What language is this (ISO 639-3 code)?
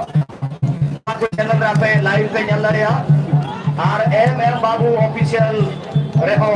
sat